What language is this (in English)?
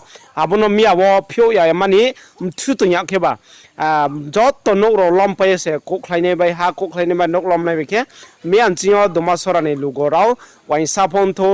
Riang (India)